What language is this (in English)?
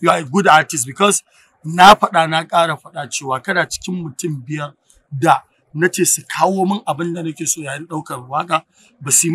Hausa